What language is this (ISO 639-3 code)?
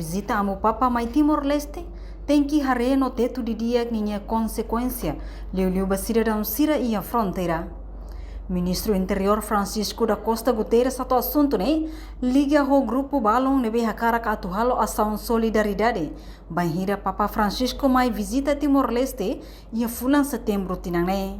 tet